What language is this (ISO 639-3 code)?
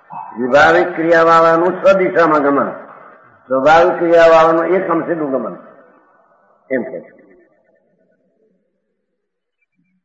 guj